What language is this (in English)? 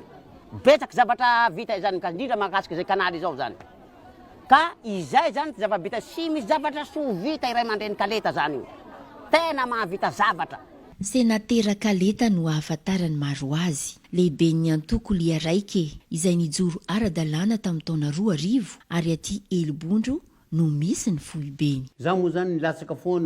Malagasy